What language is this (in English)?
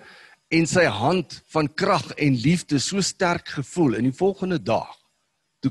Afrikaans